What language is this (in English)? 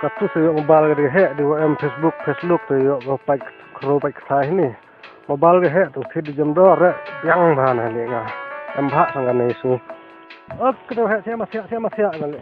Khasi